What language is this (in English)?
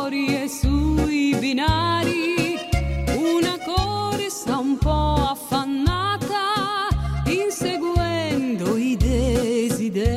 Italian